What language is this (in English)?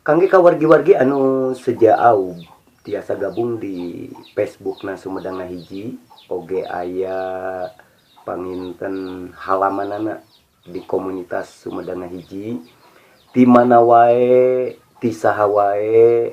Sundanese